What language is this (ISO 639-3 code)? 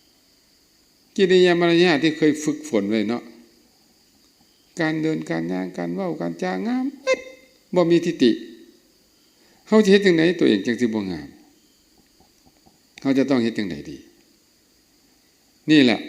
lao